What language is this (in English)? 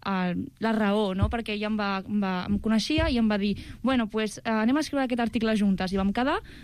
Catalan